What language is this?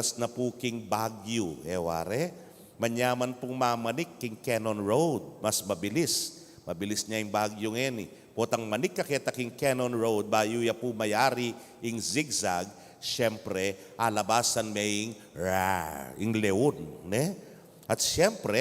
Pampanga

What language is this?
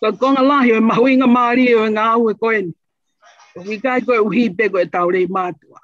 Tongan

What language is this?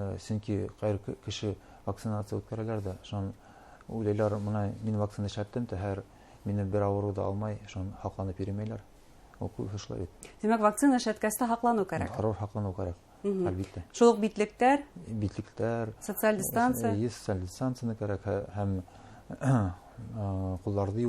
Bashkir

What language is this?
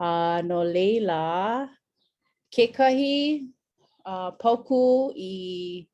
Hawaiian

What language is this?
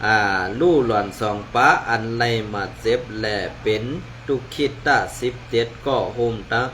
Shan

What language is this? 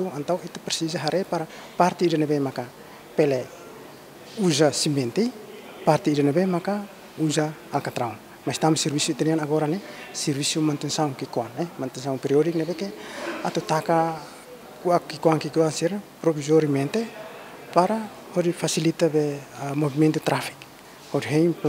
Tetum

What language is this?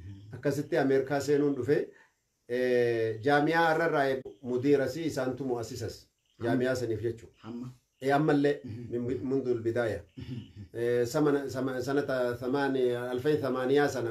Oromo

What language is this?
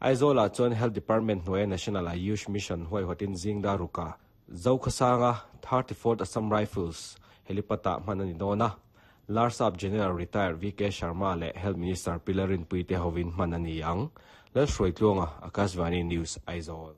Mizo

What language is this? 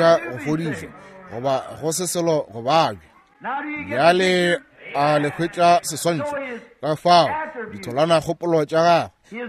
Northern Sotho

